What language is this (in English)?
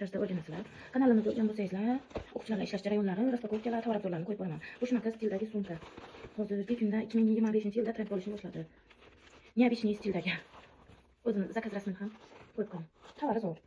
Uzbek